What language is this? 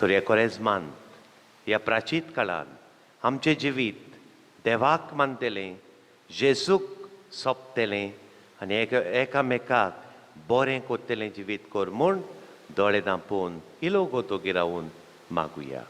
Konkani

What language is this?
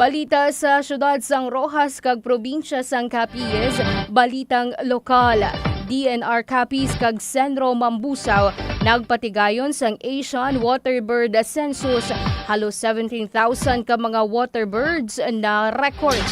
Hiligaynon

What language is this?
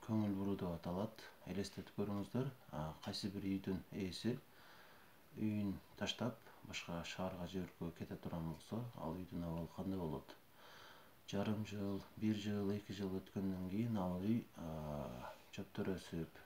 Kyrgyz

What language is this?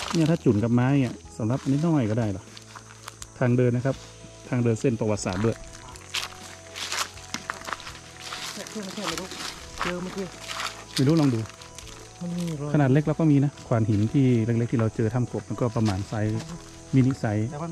Thai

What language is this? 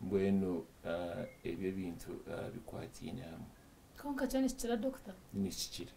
Nyankole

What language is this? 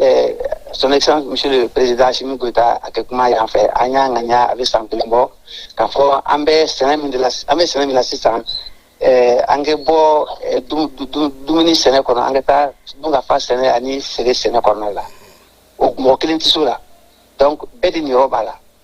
Bambara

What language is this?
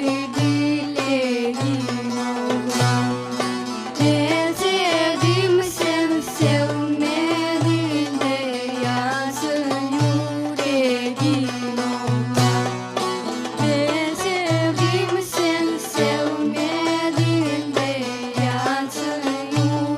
Crimean Tatar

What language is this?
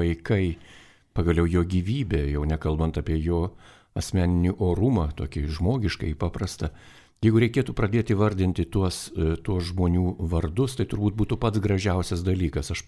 Lithuanian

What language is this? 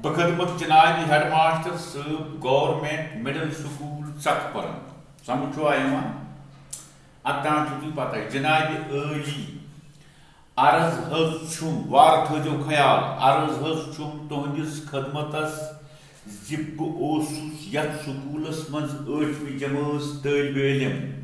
Kashmiri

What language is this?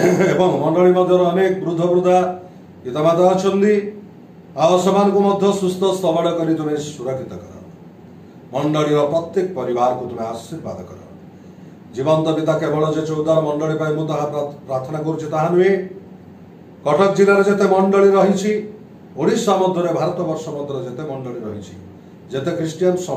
Odia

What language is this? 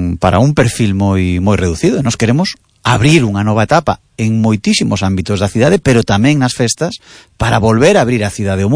Galician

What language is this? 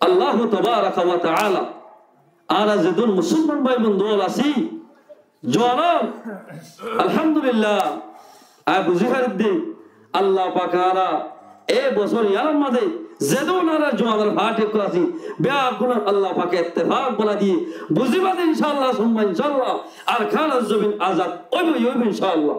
Rohingya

